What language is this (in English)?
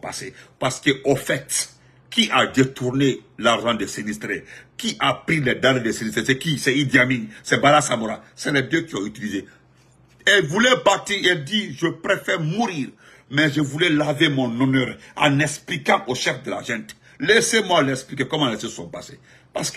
French